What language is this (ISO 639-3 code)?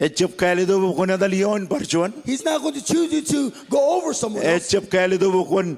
mah